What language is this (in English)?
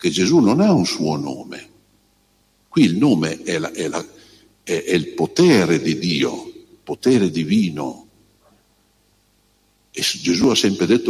Italian